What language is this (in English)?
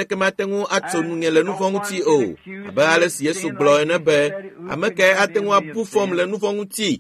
Ewe